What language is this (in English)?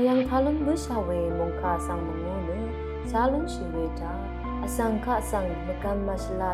Rawang